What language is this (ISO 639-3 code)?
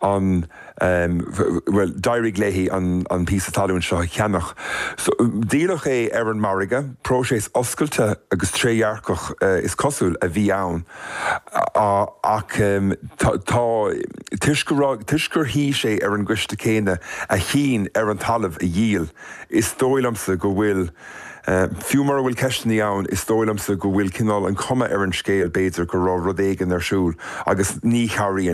gle